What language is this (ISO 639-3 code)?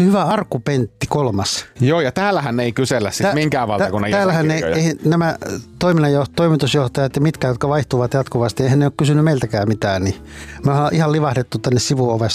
fin